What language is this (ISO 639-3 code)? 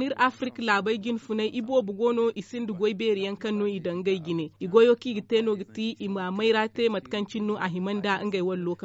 dje